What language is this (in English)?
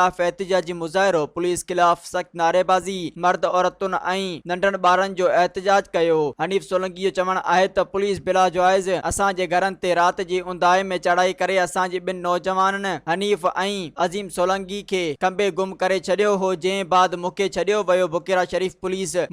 Sindhi